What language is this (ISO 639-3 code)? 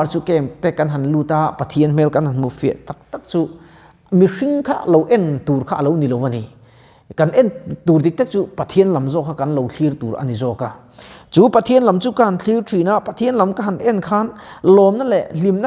lus